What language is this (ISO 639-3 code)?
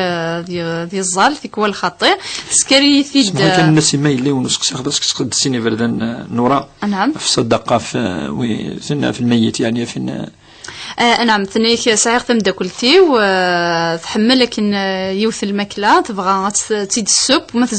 kab